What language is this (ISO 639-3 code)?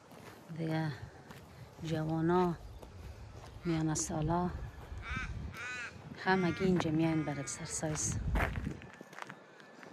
fas